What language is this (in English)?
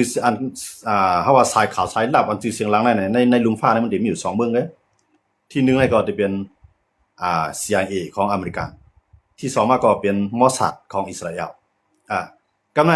Shan